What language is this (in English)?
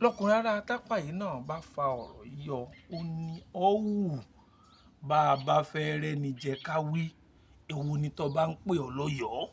Yoruba